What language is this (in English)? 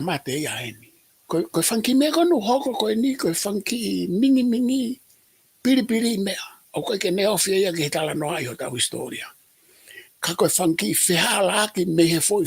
Tongan